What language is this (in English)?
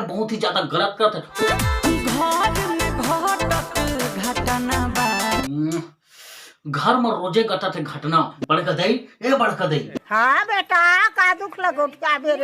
Chhattisgarhi